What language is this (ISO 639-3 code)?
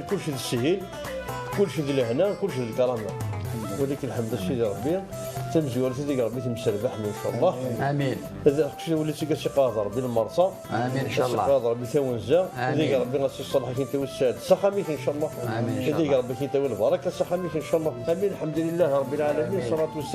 kab